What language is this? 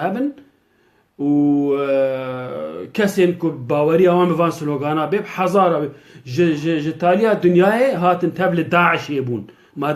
Kurdish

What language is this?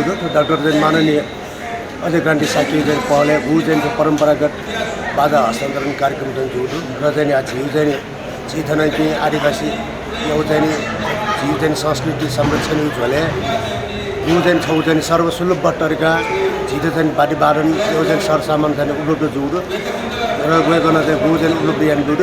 Newari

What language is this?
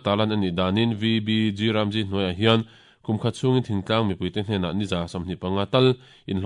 Mizo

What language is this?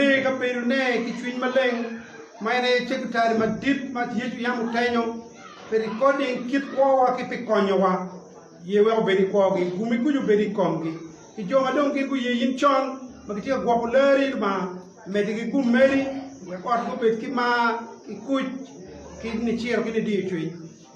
Acoli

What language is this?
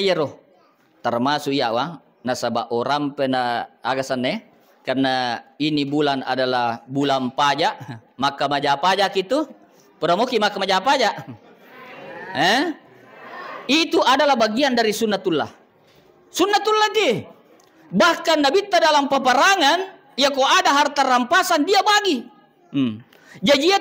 Buginese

